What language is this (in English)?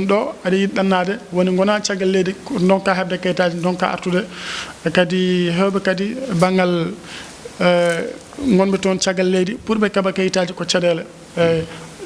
Fula